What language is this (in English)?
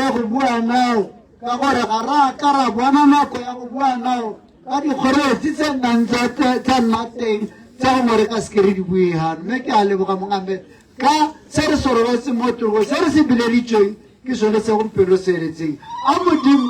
Tswana